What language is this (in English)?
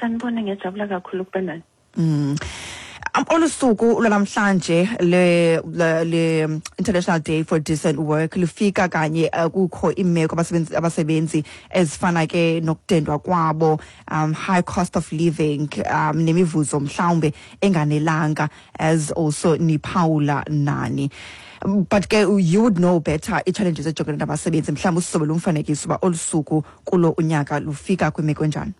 Xhosa